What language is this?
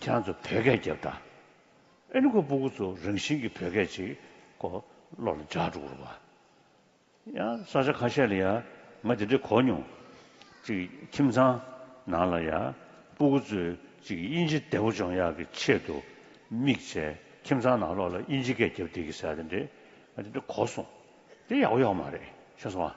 Tibetan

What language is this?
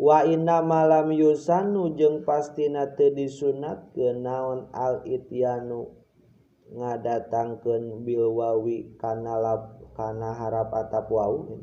Sundanese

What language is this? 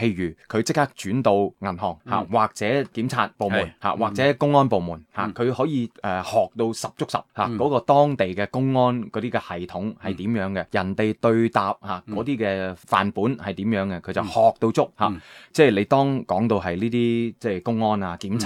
Cantonese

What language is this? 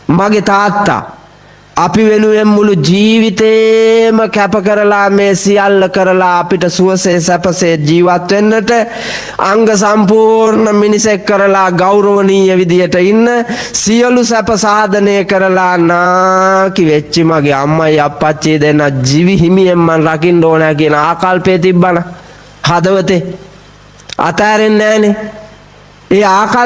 Sinhala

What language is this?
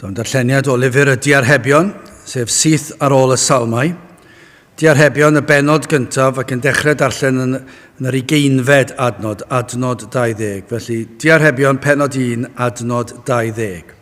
Welsh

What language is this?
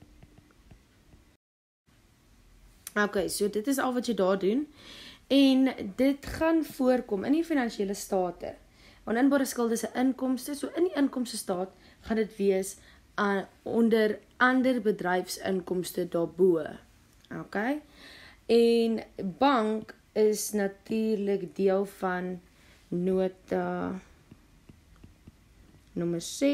Afrikaans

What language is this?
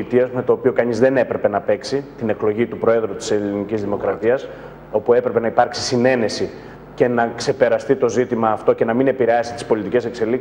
Greek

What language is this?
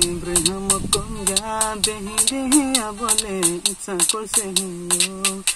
Riang (India)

